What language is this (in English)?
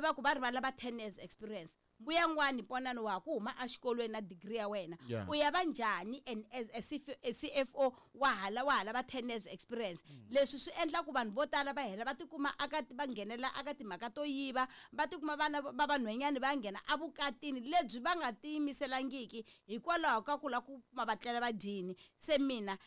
Tsonga